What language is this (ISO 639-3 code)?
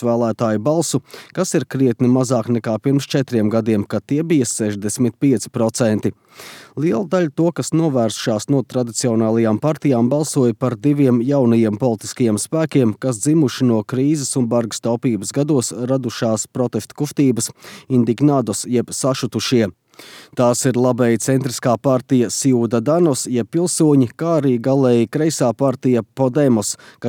lav